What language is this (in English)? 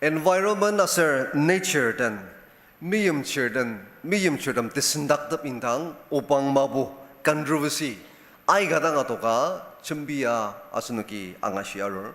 Ao Naga